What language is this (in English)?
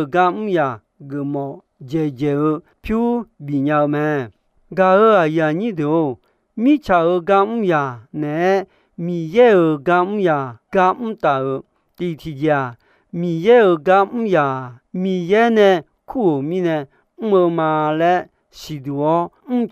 Akha